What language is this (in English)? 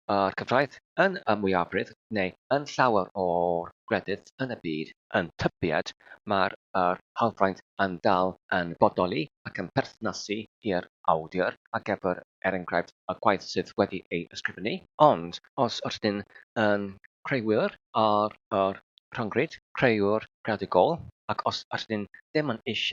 Welsh